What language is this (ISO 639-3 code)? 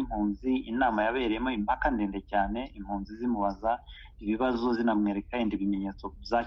kin